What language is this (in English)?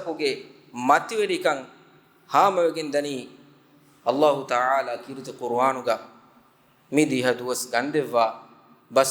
Divehi